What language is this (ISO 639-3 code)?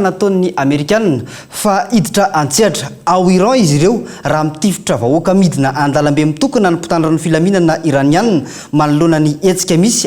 mlg